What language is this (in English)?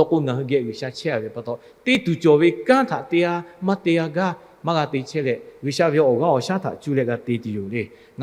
Lahu